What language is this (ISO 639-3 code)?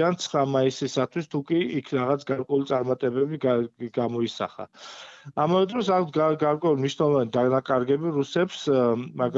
kat